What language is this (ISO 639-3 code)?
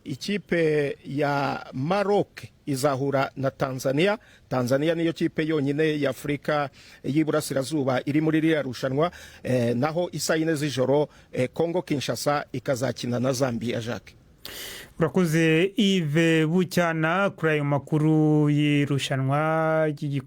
kin